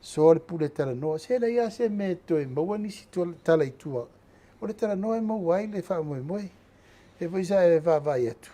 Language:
Samoan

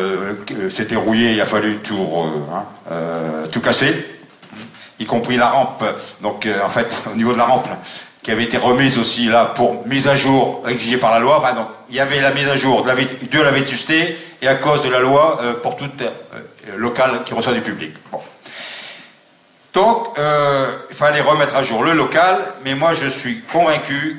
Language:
French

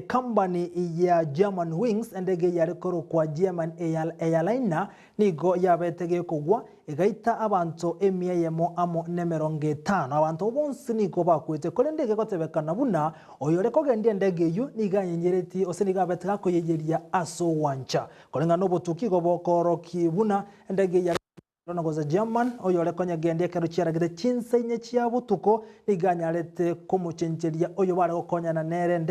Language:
Gusii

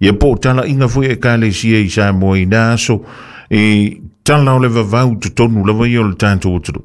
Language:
Samoan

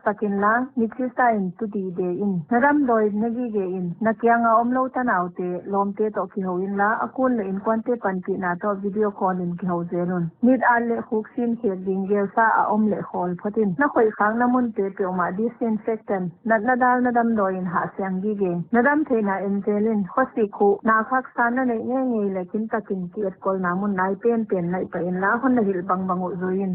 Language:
Paite Chin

